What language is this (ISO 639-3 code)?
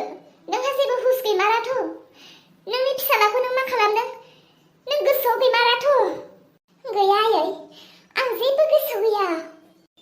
brx